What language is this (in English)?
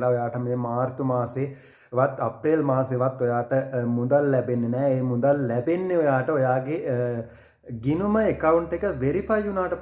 Sinhala